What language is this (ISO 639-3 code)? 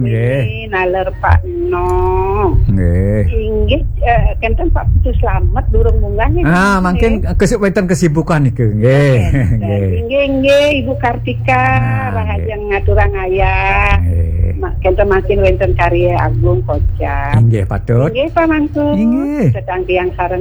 ban